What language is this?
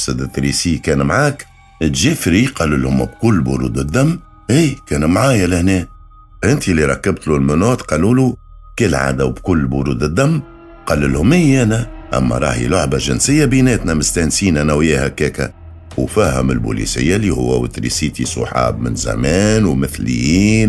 Tunisian Arabic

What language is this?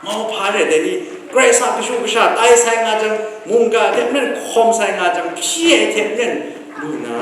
Kachin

